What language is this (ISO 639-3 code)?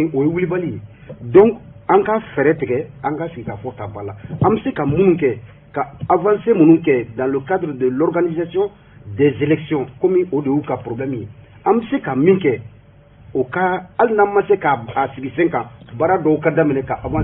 bam